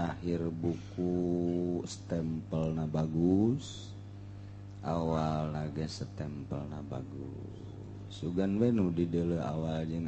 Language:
Sundanese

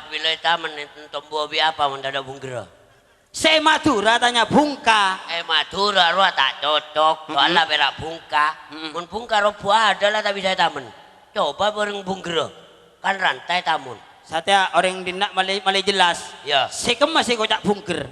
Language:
Madurese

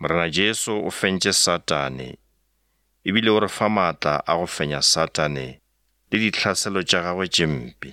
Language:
Northern Sotho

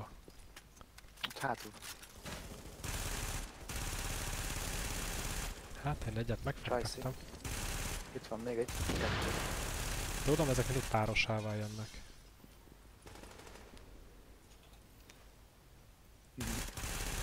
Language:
Hungarian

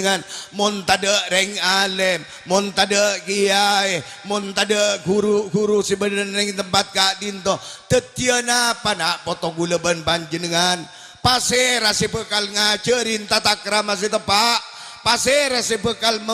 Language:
Madurese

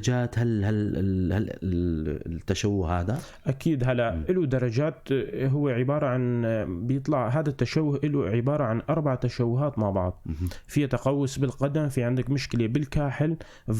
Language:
North Levantine Arabic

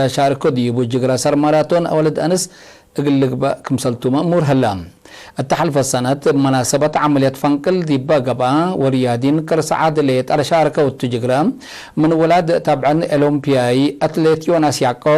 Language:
Tigre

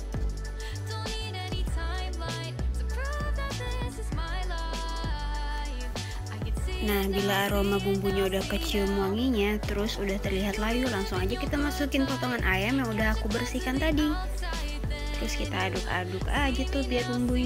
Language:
Indonesian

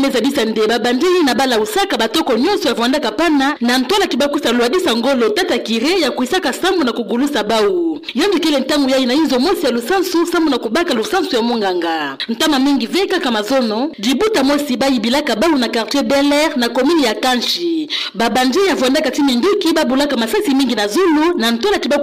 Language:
Kituba (Democratic Republic of Congo)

